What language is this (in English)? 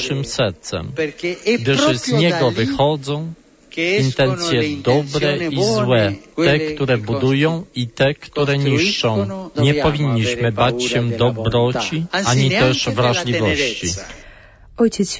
Polish